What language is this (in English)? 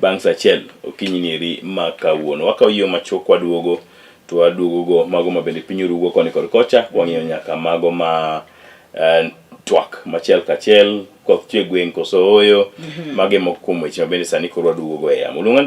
Luo (Kenya and Tanzania)